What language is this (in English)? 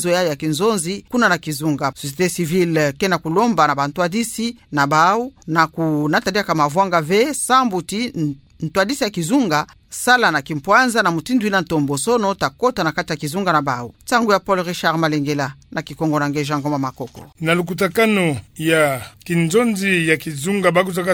Kituba (Democratic Republic of Congo)